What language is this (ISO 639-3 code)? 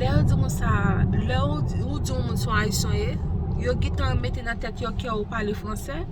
hat